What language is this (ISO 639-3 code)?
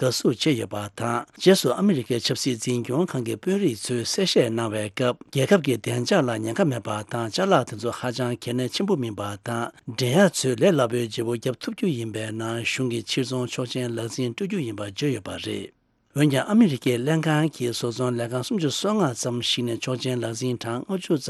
bod